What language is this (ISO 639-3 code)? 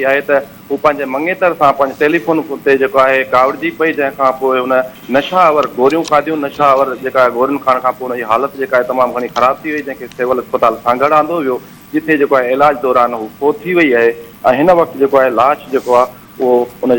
snd